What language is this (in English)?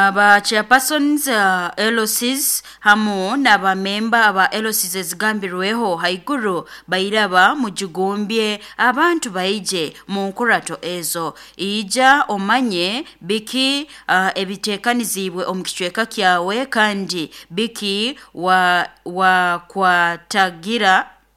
Nyoro